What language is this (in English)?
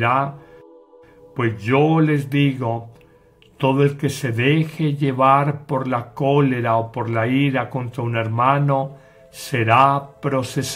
Spanish